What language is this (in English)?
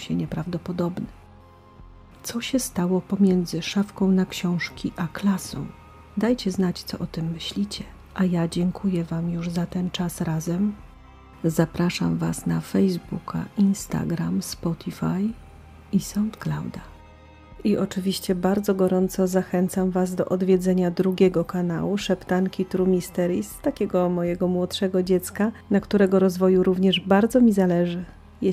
Polish